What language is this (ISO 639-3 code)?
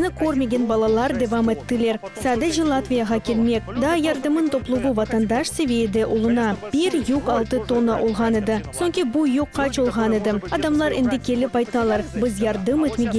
crh